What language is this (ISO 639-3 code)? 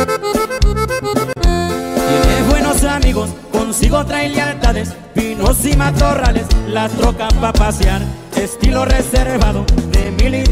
spa